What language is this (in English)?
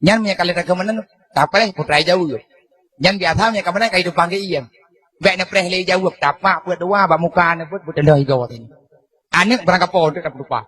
Achinese